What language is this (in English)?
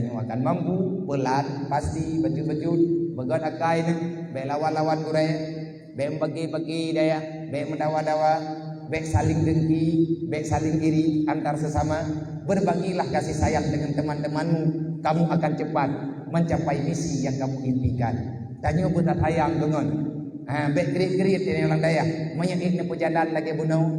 Achinese